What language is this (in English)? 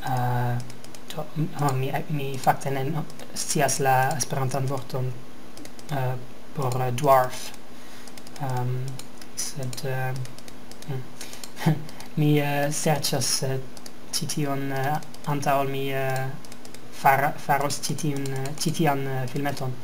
Esperanto